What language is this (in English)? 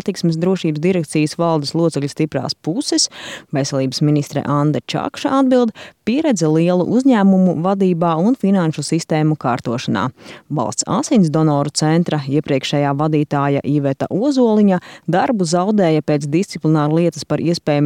Latvian